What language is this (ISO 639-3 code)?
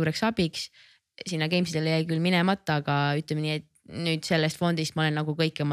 est